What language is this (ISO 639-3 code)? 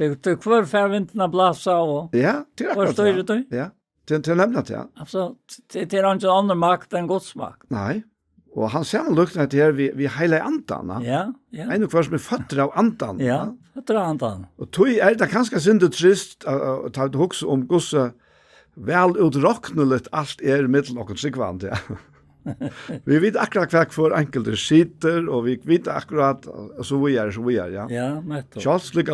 fao